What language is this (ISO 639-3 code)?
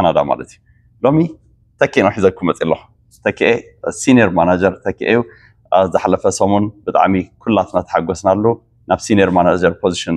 tir